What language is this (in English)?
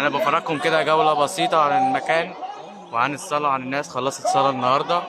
Egyptian Arabic